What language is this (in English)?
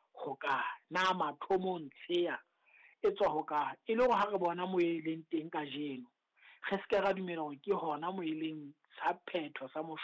Southern Sotho